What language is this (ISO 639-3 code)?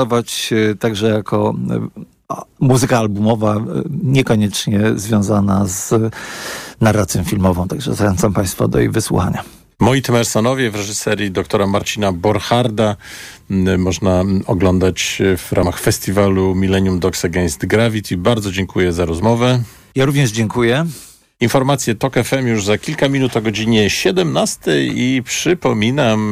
pol